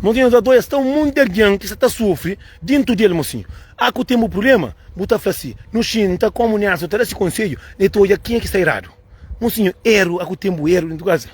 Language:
Kabuverdianu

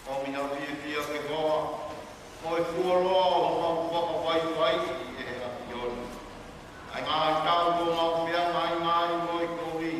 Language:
Tongan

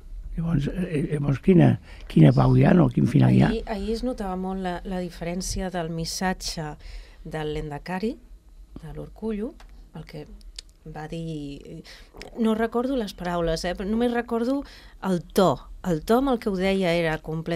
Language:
Catalan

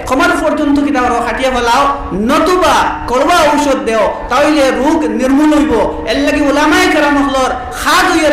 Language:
Sylheti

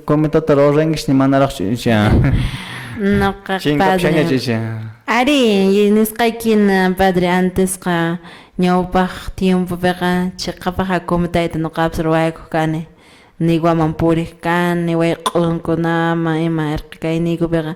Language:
Quechua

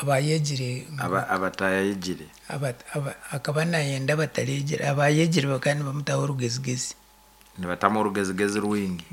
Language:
Nyankole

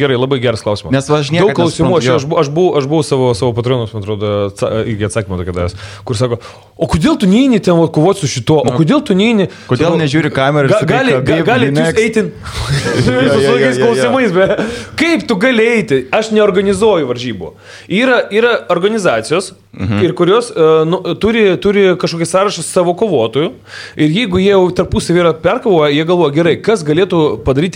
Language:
Lithuanian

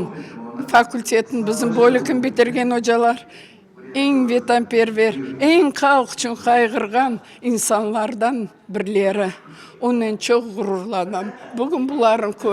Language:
Crimean Tatar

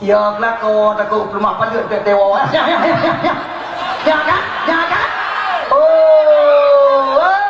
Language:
Achinese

